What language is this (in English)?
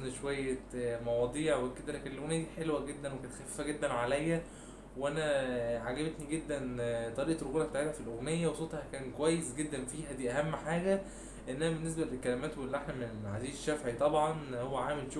Egyptian Arabic